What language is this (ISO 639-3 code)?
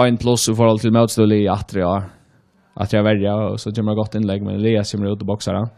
fao